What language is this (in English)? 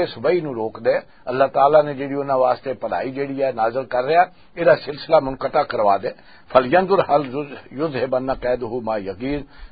Western Panjabi